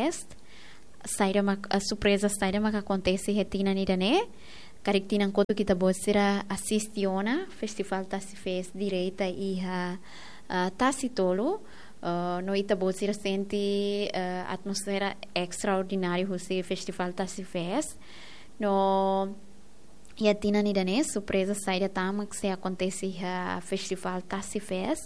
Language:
Tetum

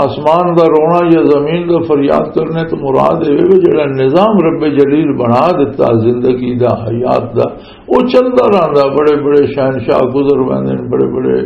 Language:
Western Panjabi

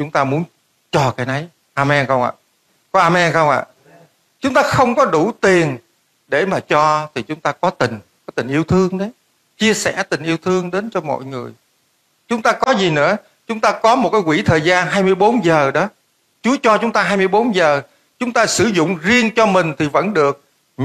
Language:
Vietnamese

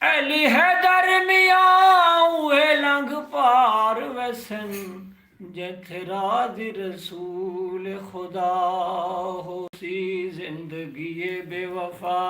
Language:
Saraiki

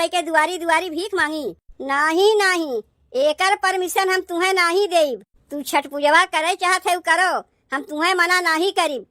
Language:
Awadhi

